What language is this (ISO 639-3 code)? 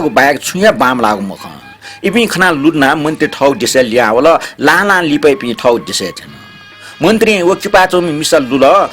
new